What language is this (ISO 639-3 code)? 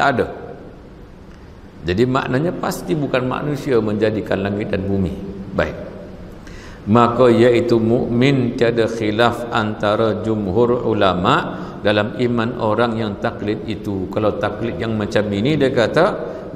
msa